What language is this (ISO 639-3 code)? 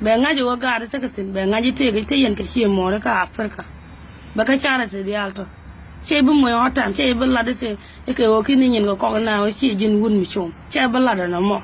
nus